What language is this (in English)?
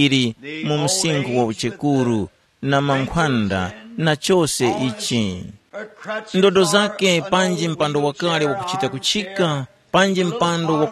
Tumbuka